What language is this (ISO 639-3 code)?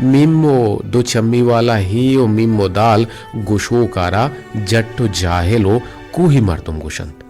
bgp